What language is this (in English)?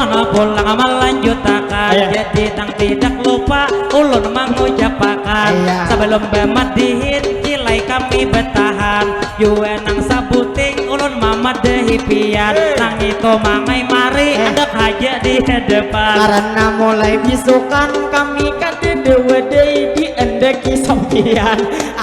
Banjar